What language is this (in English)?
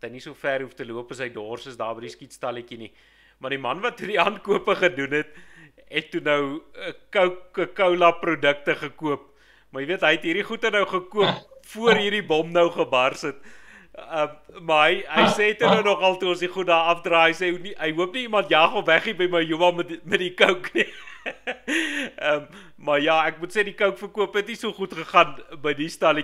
Afrikaans